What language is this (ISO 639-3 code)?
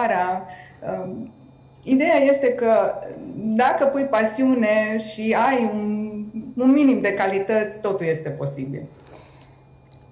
ron